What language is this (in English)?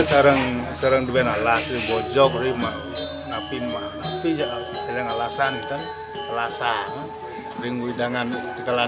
Balinese